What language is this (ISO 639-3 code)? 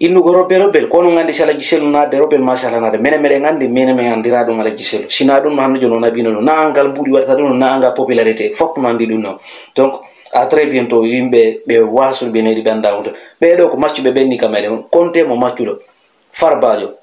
ful